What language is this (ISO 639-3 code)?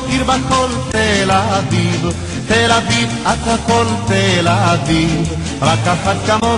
heb